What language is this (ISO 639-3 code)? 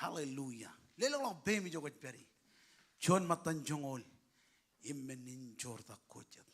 mah